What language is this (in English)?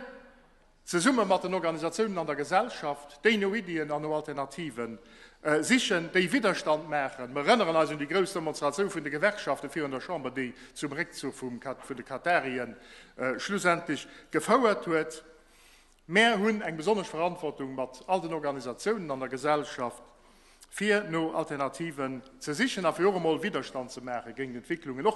Luxembourgish